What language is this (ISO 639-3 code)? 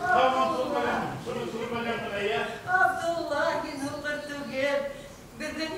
bak